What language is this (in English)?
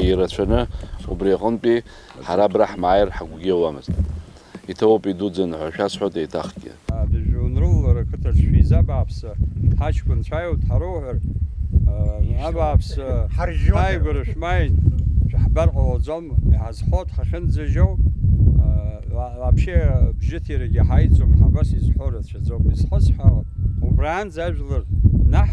Abkhazian